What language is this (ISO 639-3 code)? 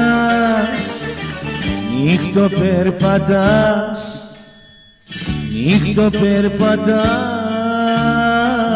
ell